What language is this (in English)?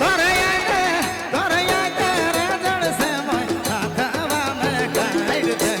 Sadri